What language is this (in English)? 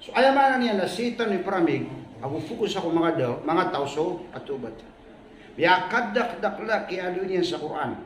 Maranao